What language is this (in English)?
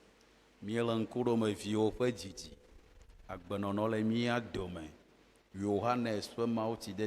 Ewe